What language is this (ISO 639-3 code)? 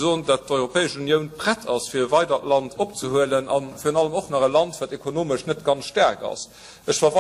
ltz